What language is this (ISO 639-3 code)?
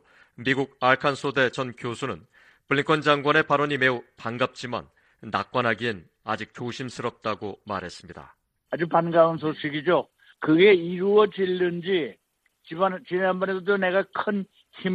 kor